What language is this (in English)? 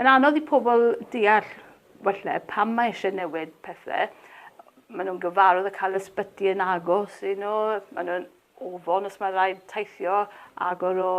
Welsh